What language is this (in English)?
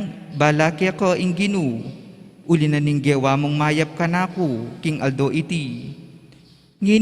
Pampanga